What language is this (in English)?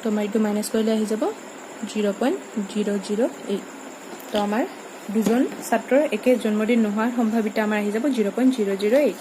Assamese